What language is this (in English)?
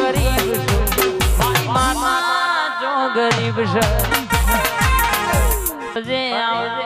Gujarati